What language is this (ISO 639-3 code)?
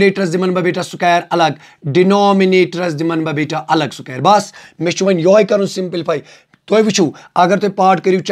kas